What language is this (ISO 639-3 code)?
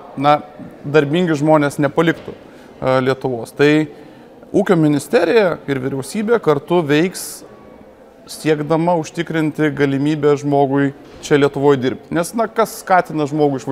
lit